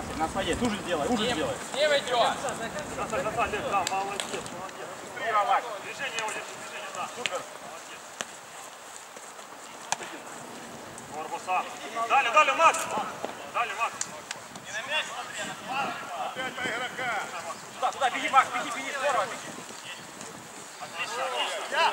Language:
Russian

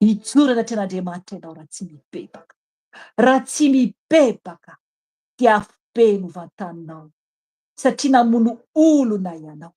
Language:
Malagasy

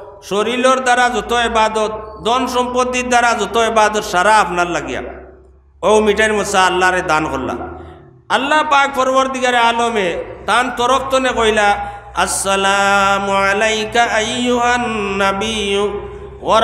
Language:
Sylheti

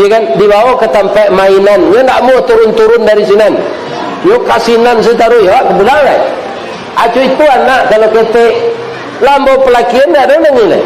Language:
Minangkabau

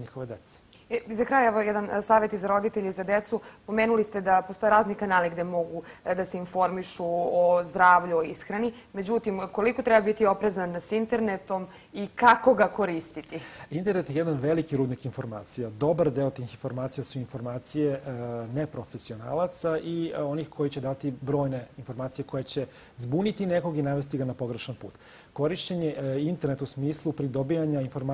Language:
Serbian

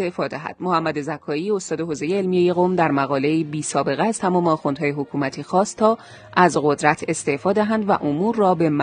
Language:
Persian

